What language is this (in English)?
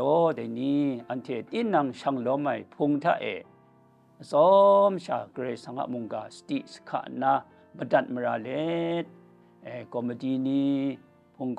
Kachin